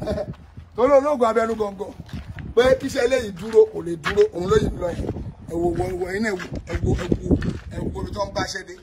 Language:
Yoruba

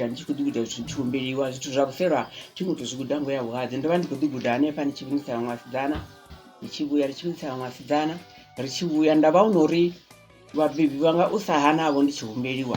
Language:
Venda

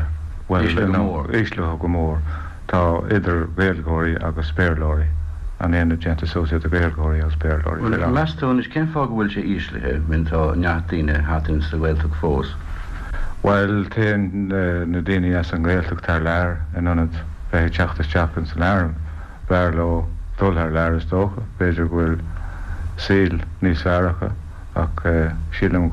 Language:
Irish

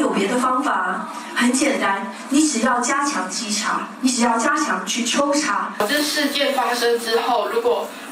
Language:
Chinese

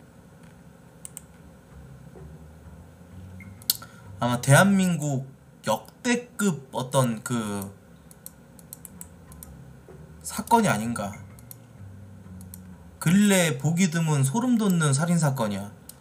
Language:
Korean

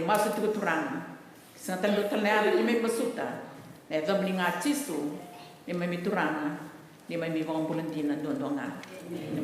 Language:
Fijian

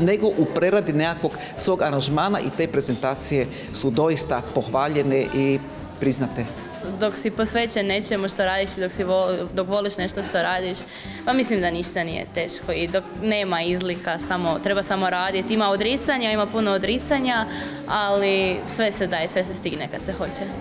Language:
Croatian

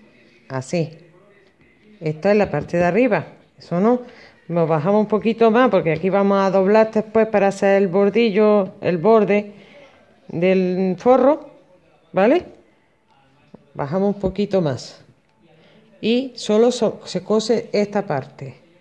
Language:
Spanish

